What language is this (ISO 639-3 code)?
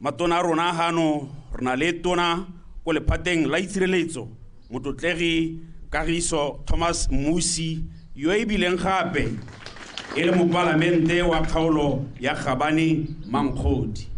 tsn